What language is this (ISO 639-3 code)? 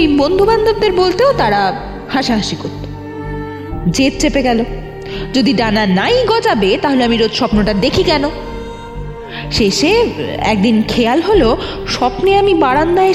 ben